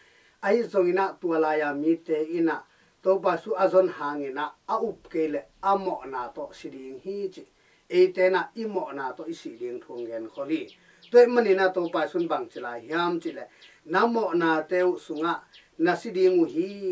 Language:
Tedim Chin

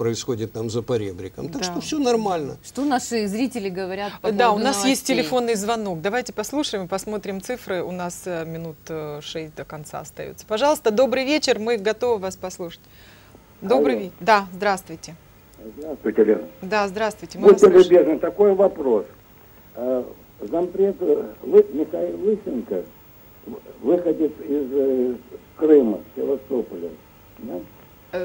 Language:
Russian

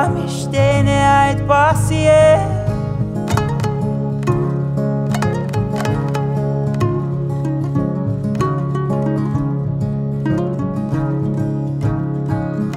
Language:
Kazakh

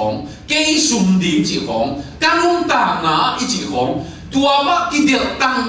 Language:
Tedim Chin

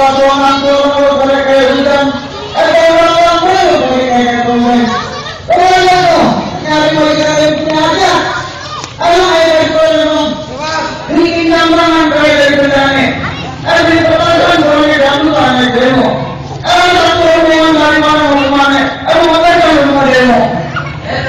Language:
Betawi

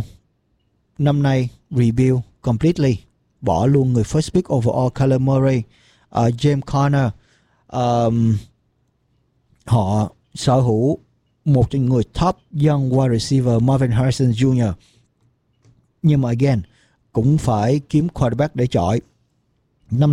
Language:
Vietnamese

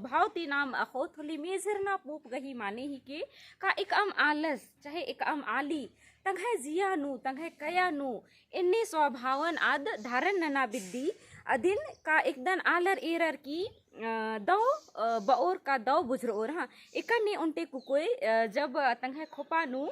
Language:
Kurukh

